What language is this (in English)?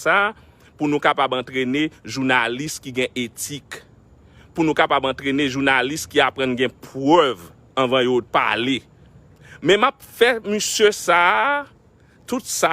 Haitian Creole